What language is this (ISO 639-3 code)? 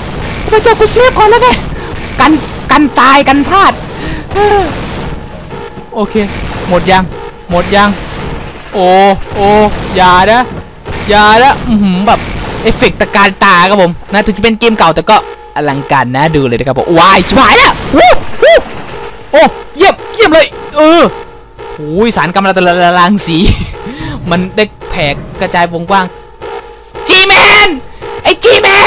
tha